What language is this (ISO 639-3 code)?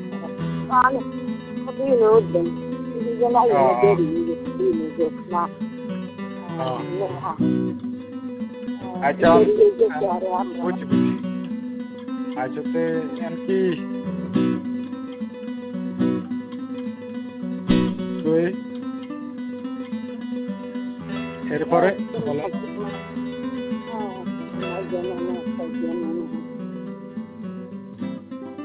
ben